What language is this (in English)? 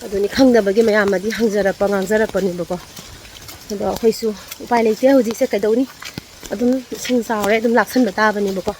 Manipuri